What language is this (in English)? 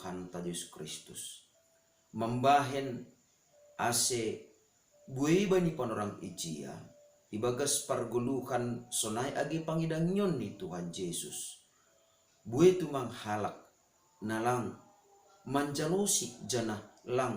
Batak Simalungun